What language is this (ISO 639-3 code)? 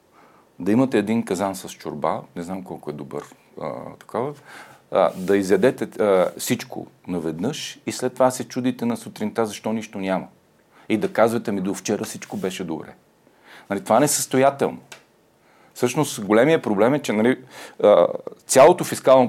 bul